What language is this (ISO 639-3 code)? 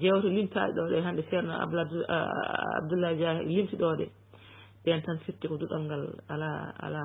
ful